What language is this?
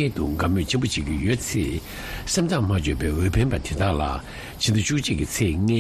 Tibetan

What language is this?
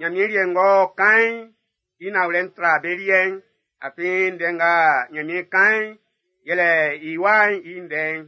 Baoulé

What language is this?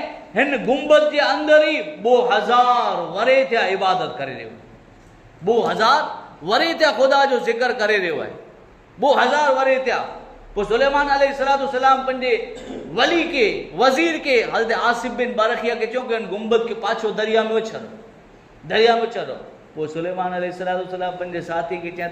Kachhi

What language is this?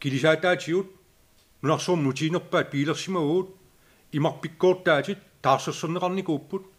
Kalaallisut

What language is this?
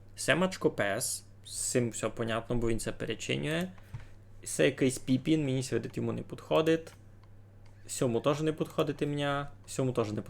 Rusyn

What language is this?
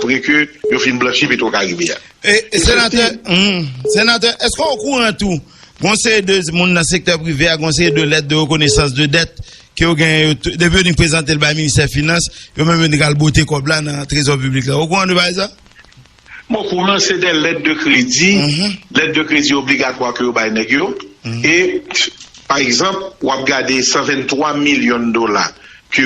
Haitian Creole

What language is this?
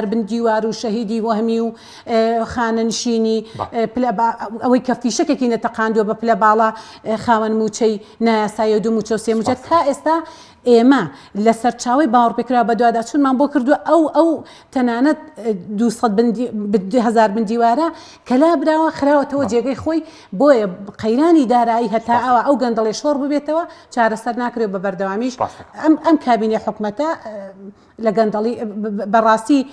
Central Kurdish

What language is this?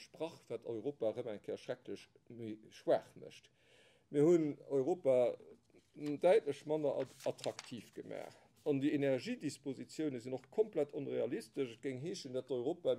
Luxembourgish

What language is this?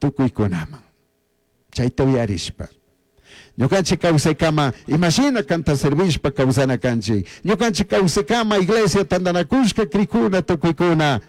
Chimborazo Highland Quichua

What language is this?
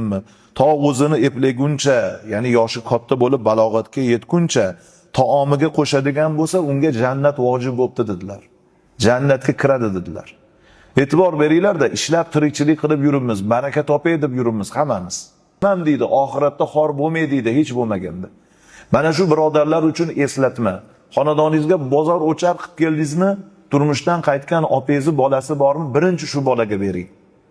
Uzbek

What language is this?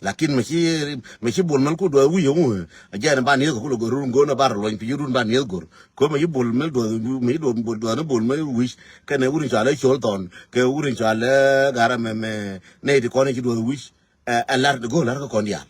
Nuer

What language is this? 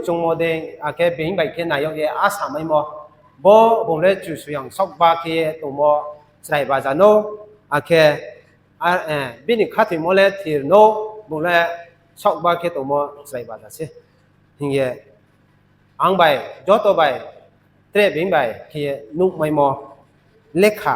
Riang (India)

